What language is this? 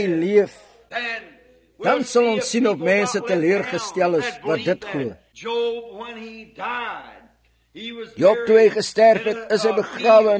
Afrikaans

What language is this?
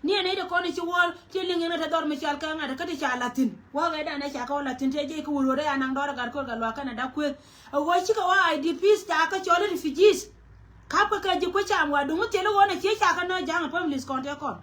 Nuer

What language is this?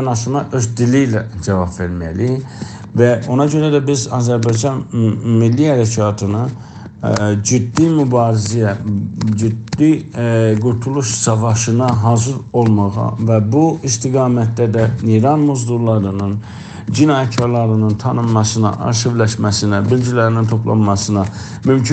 South Azerbaijani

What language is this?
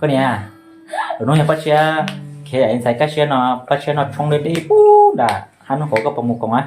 Hmong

